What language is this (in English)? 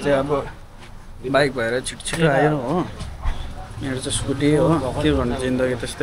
Nepali